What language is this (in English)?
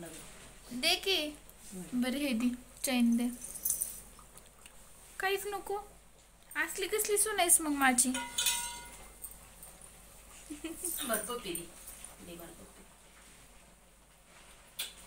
Marathi